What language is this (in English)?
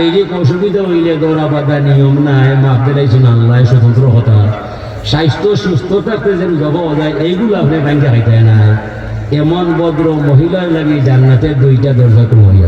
Sylheti